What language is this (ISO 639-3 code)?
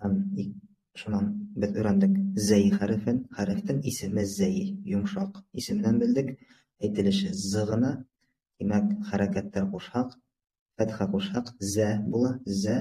bak